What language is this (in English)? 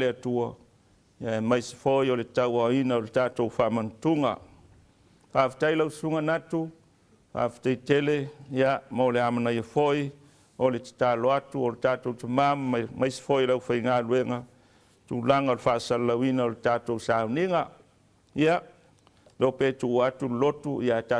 Samoan